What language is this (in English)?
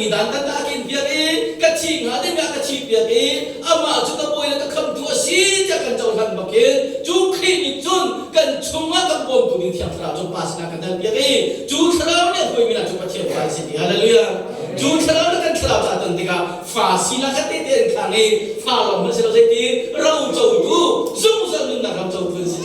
Hakha Chin